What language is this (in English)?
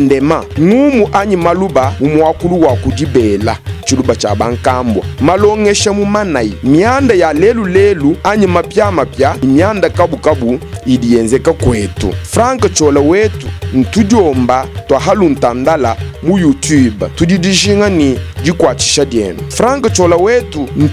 Luba-Lulua